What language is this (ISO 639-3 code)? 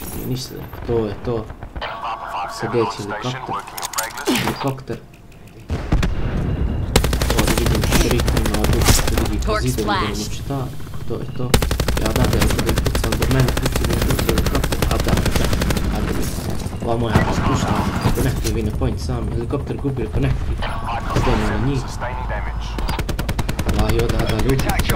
bos